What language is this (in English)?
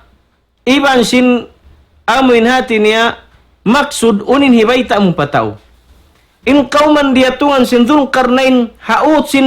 Tausug